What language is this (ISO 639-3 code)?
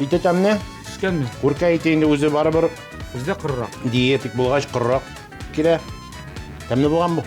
tat